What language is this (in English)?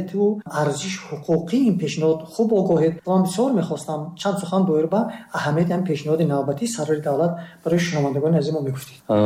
Tajik